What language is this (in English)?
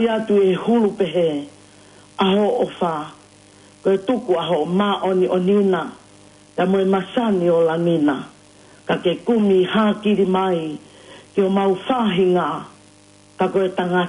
Tongan